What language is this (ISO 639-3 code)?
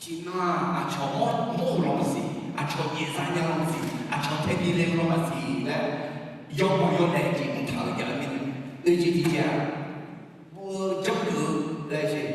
ahk